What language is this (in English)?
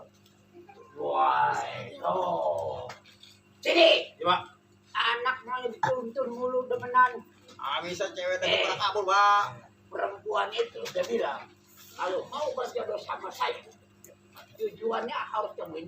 Betawi